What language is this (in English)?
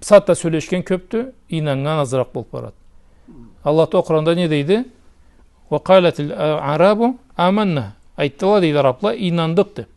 Karachay-Balkar